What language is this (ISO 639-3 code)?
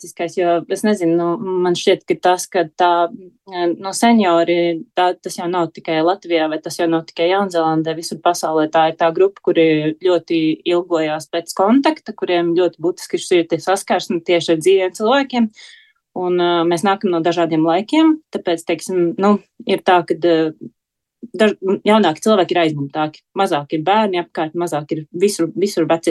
lav